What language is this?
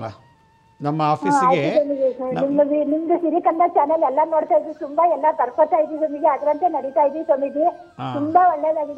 Kannada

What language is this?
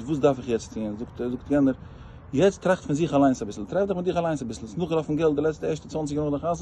Yiddish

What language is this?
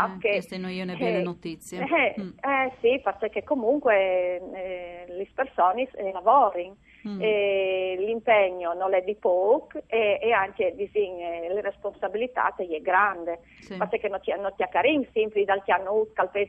Friulian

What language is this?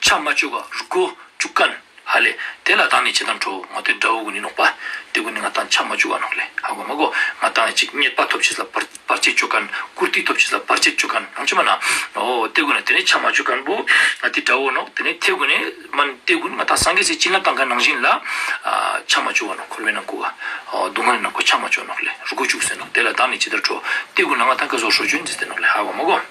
Ladakhi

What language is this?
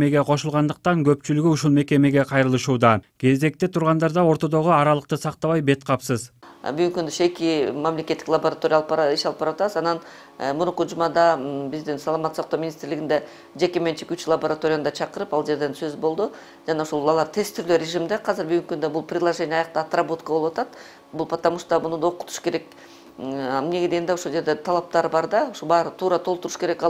Kyrgyz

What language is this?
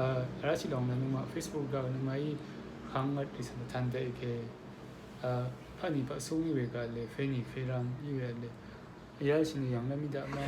Rawang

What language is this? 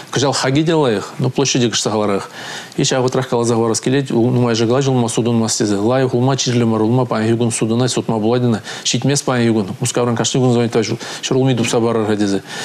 Chuvash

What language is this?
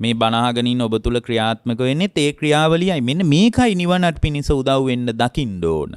Sinhala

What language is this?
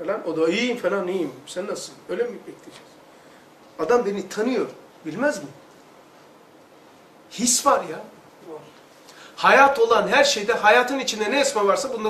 Turkish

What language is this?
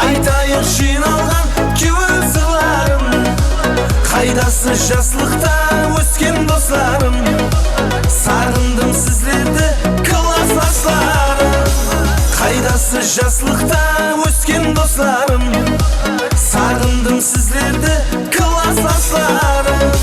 Kara-Kalpak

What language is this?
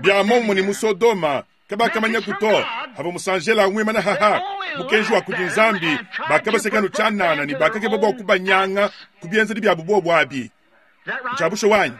Luba-Lulua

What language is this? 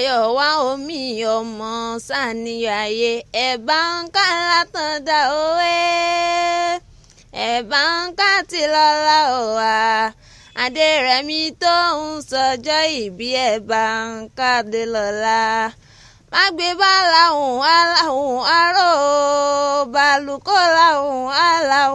Yoruba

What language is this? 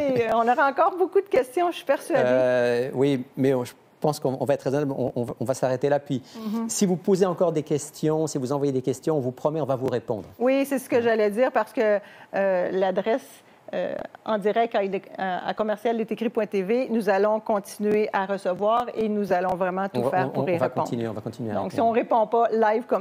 French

